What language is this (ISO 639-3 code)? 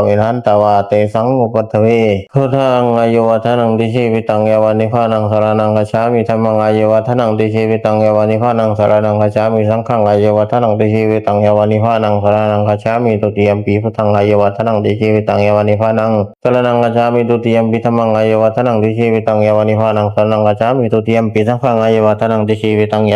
pli